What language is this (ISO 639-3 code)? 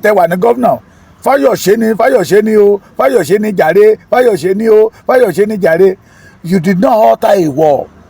yor